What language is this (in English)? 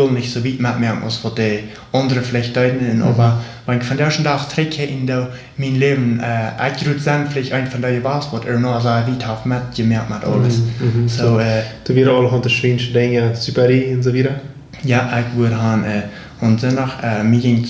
Plautdietsch